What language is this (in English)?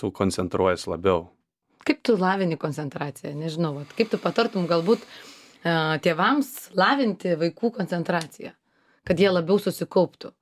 Lithuanian